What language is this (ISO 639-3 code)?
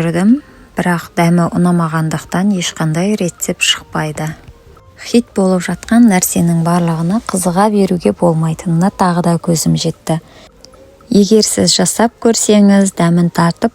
kaz